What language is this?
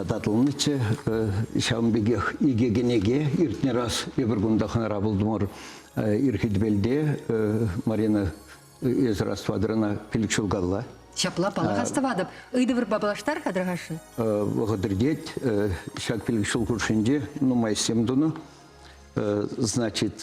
Chuvash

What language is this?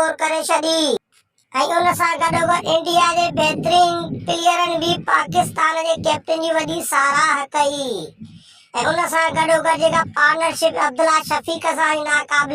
Sindhi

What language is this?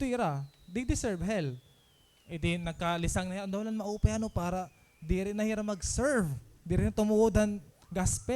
Waray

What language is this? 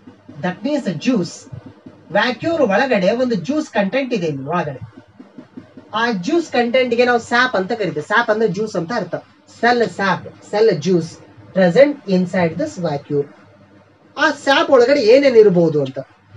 Kannada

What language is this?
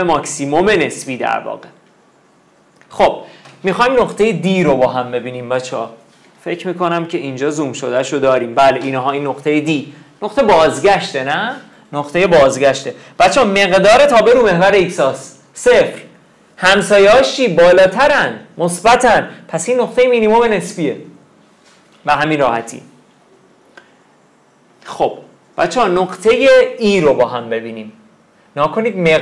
Persian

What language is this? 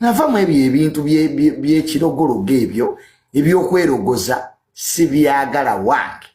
Ganda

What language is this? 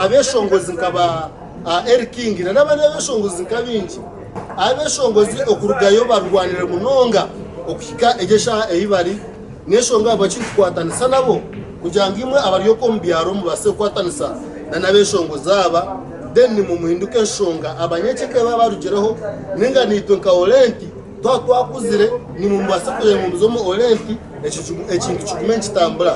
Nyankole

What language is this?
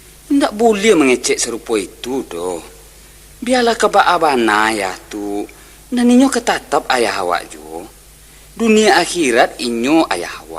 Minangkabau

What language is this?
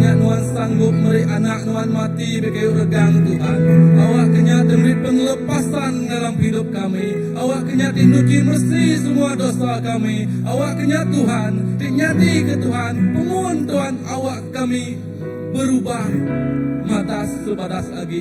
Iban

